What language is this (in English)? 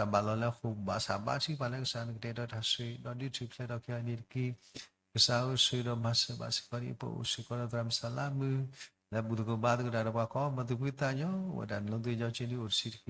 S'gaw Karen